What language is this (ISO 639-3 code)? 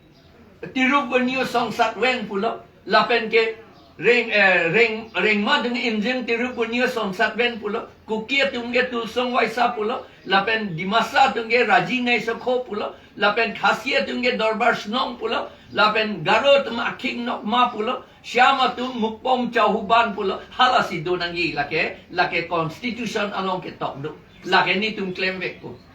mjw